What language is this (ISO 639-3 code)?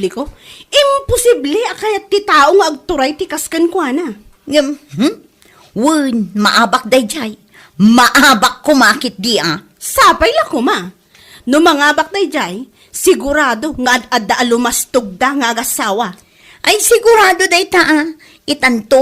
ilo